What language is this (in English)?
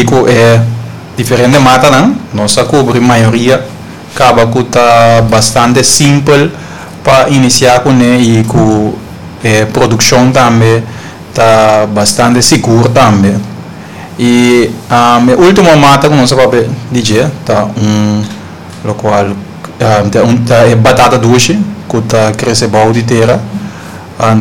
Papiamento